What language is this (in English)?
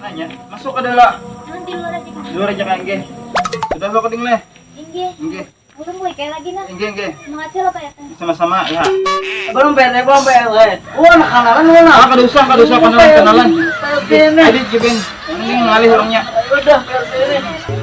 Banjar